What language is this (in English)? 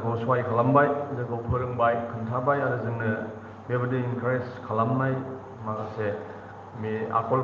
Bodo